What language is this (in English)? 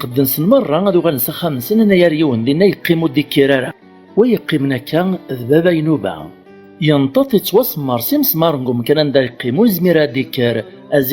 Kabyle